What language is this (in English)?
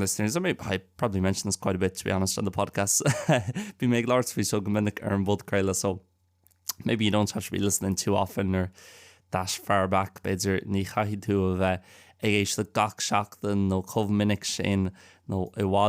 Irish